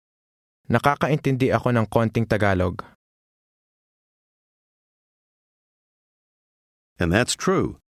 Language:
Filipino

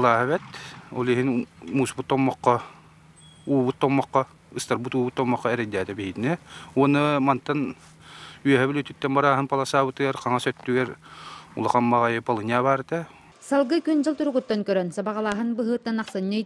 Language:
Yakut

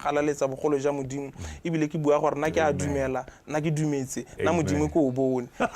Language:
Tswana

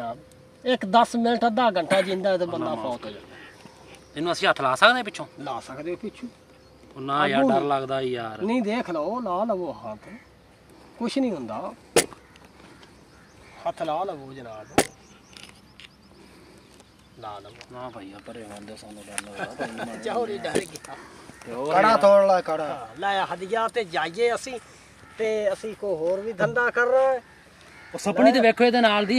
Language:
Punjabi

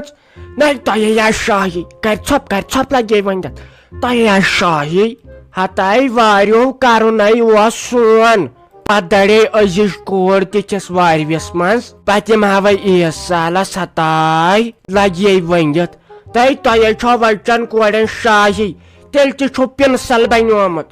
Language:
Kashmiri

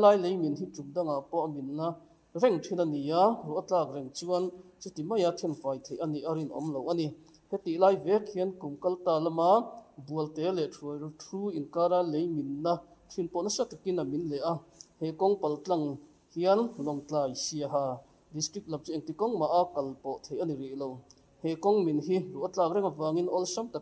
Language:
Mizo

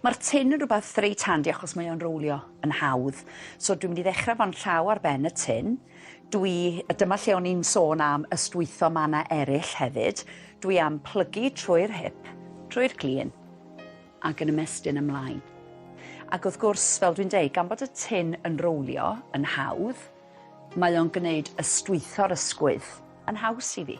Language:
Welsh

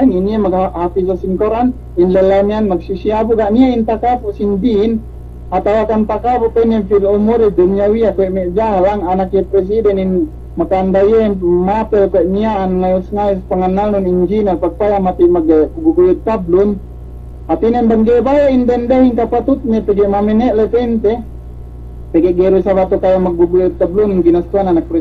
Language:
Yakan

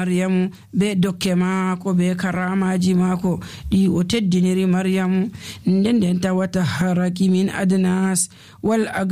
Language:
Nigerian Fulfulde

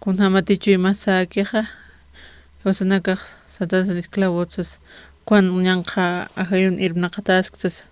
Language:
Aymara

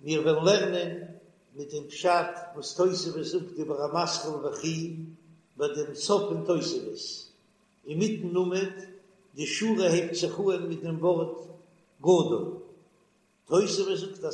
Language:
Yiddish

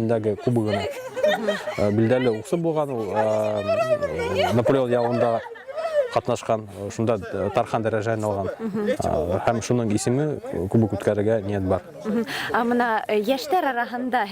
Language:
Bashkir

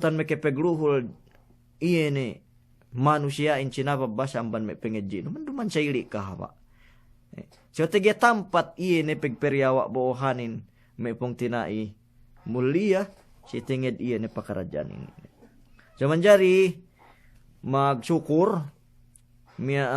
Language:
Yakan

